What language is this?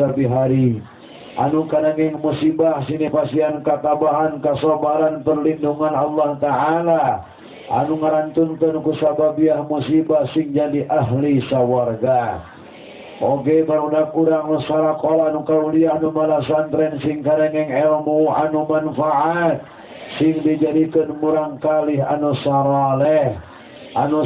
Sundanese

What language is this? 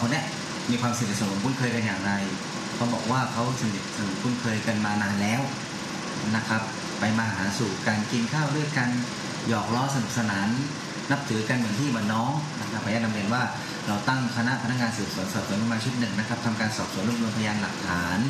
Thai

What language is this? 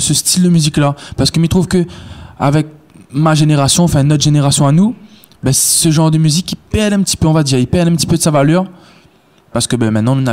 Réunion Creole French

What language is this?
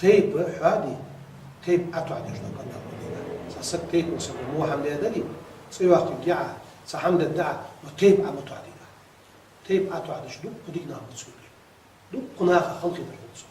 Ingush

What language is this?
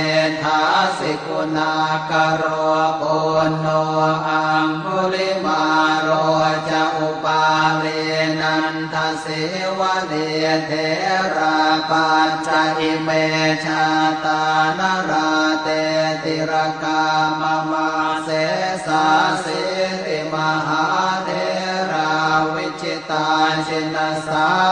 Pali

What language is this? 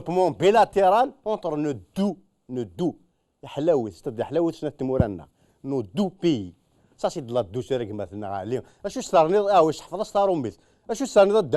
Kabyle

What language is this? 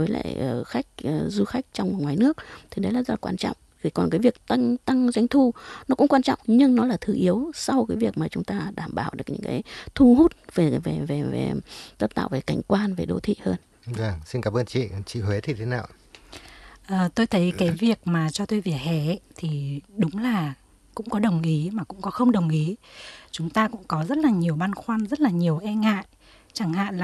Vietnamese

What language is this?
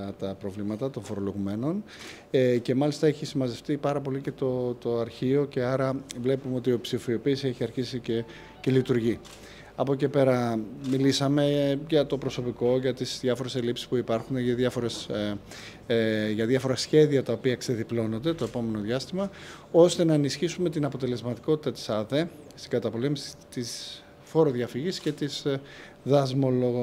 Greek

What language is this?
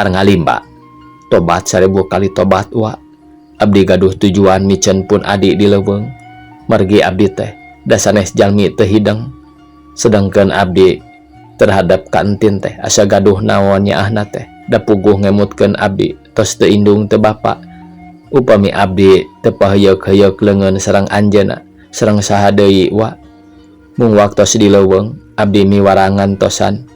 Sundanese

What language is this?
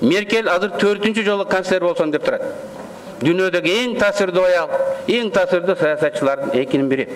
Kyrgyz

